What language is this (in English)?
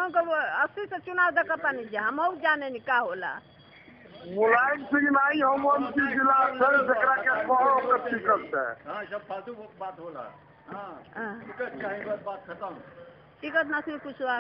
Bhojpuri